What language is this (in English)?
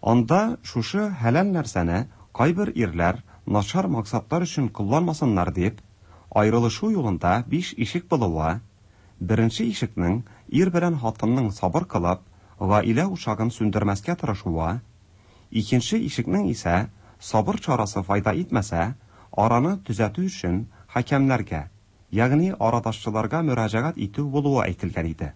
Tatar